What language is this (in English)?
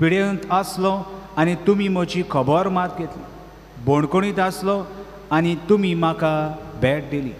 Konkani